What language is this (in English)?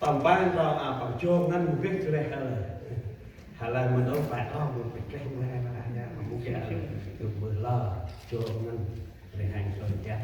Central Mnong